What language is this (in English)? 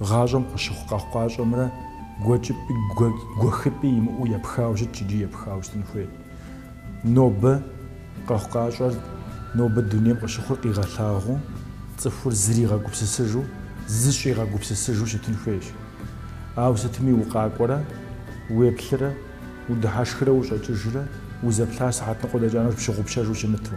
Kabardian